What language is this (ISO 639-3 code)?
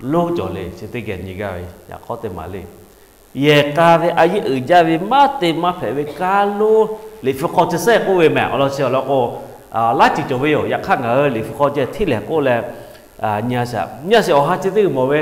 lhu